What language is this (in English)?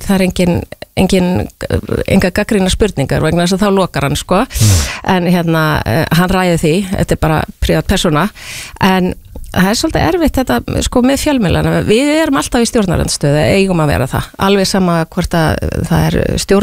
Icelandic